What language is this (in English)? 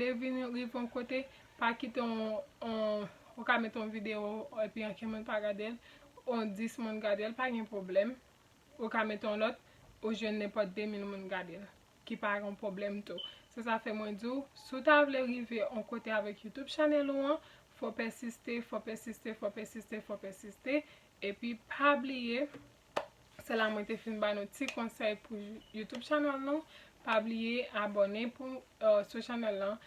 Haitian Creole